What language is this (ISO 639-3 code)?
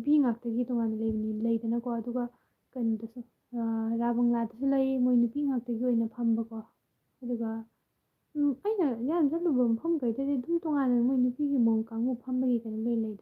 mni